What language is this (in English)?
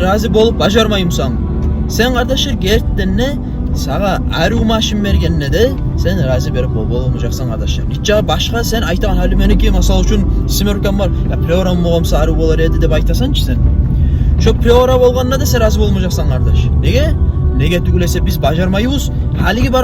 Kumyk